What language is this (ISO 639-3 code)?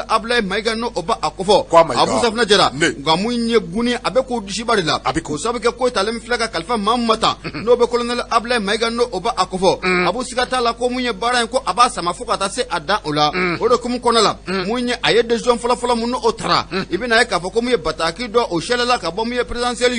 bam